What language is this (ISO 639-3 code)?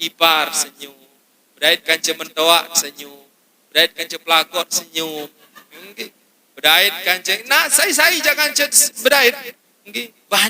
sas